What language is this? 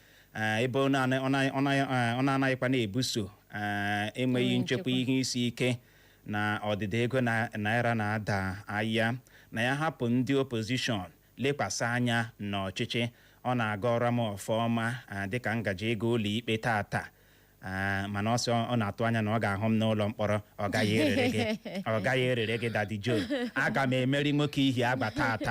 Igbo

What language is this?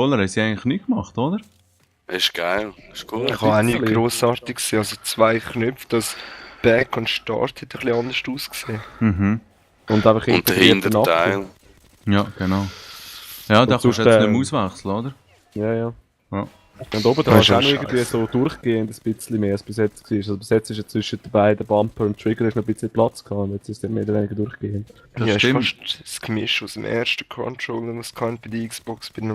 Swiss German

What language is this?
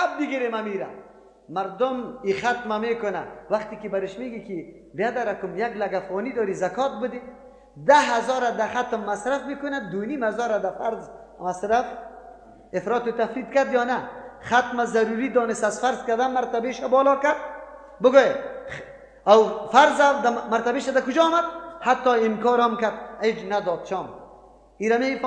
Persian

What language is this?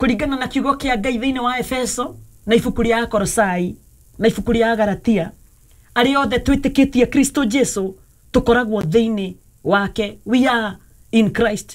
Kikuyu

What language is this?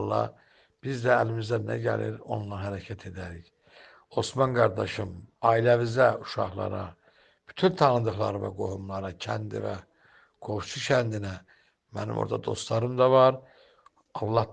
Azerbaijani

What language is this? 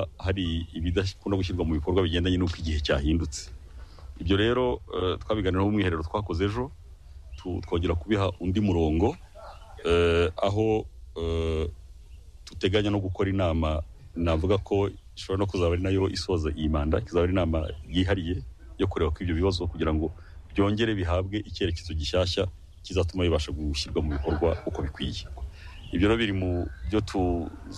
Kinyarwanda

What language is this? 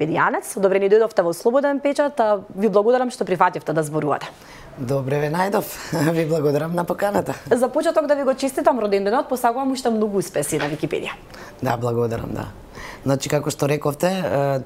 Macedonian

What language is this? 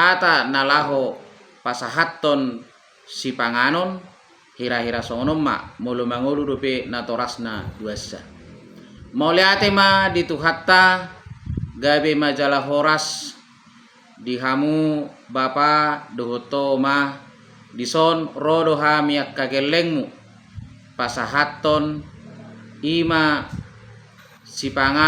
Batak Toba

